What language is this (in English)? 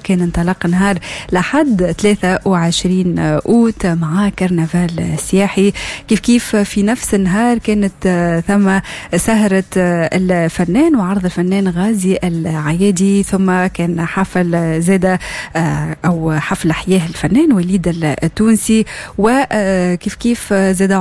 Tunisian Arabic